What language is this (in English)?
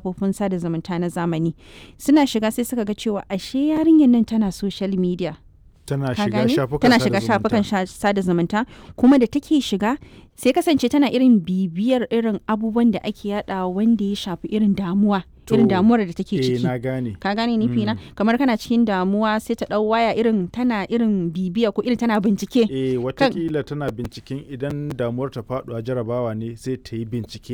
Hausa